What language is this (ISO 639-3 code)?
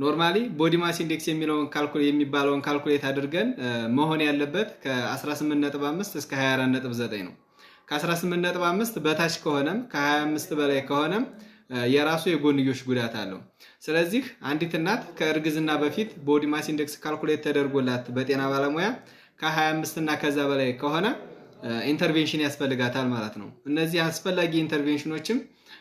amh